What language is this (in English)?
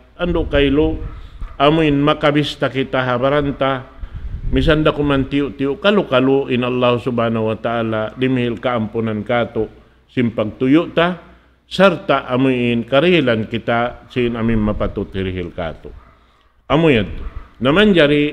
Tausug